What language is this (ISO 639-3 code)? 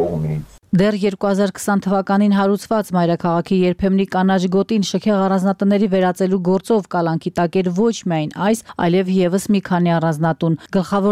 hye